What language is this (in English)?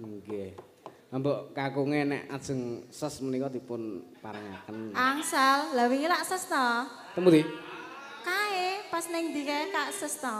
Javanese